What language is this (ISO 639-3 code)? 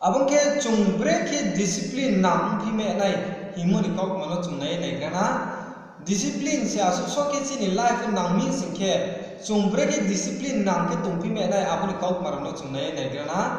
ria